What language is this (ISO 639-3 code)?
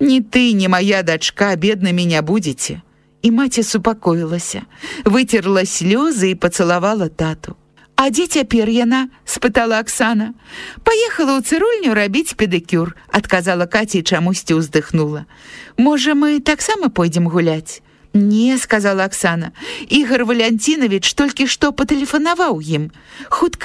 bel